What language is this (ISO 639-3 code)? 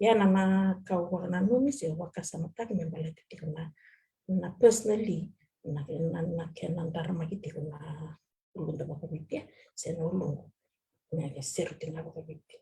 fij